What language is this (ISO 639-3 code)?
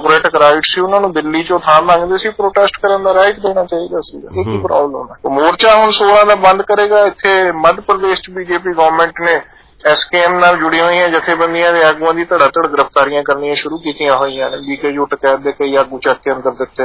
pan